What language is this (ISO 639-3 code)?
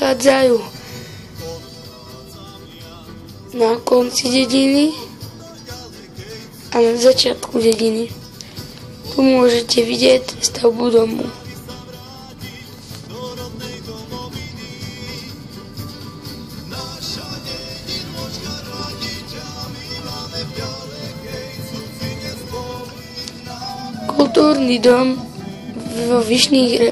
slk